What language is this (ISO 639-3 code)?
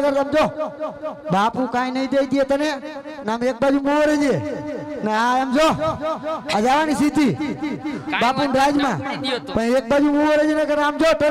guj